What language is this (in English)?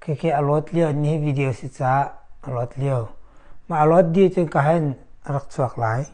Hakha Chin